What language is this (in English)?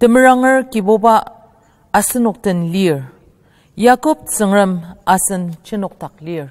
Ao Naga